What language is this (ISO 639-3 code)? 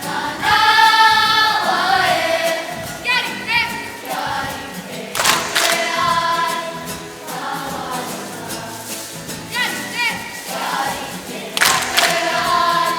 mri